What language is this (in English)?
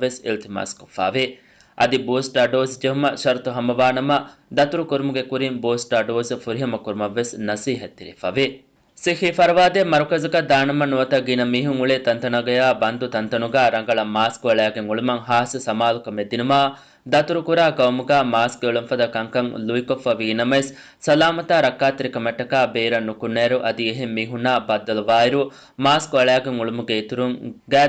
Divehi